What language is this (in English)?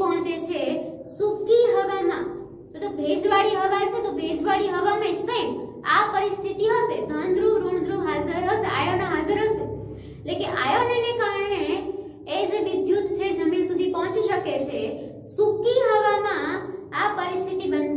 Gujarati